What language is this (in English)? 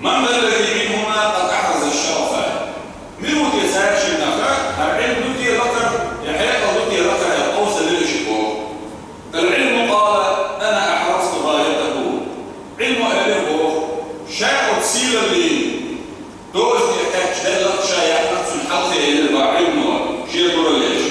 Chechen